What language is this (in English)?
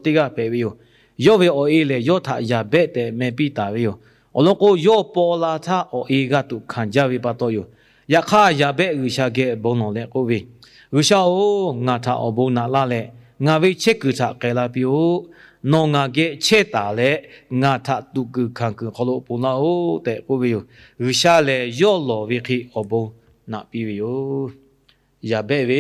Lahu